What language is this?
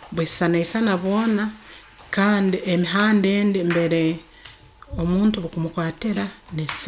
Nyoro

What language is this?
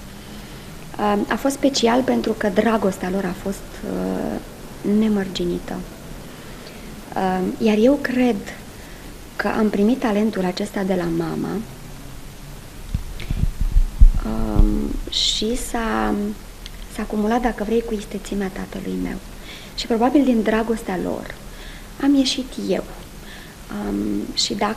Romanian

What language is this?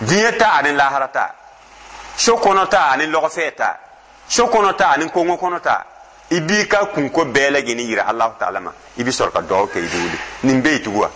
Dyula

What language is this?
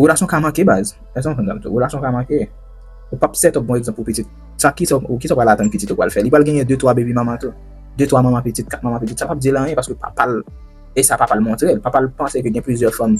Haitian Creole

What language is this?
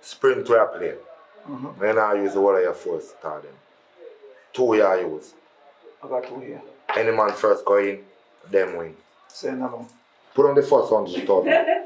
Jamaican Creole English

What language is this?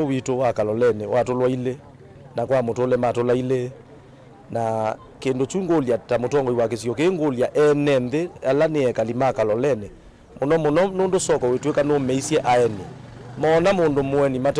Kamba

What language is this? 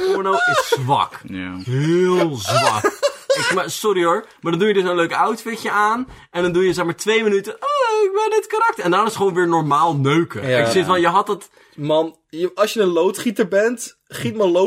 Dutch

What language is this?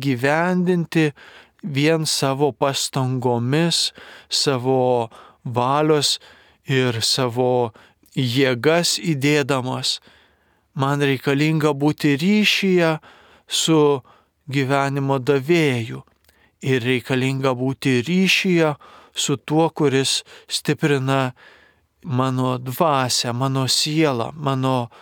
Lithuanian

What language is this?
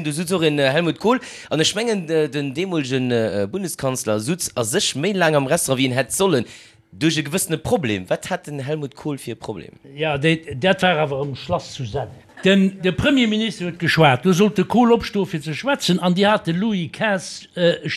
Luxembourgish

